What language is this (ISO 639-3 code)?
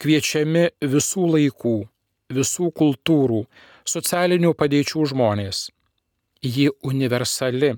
lit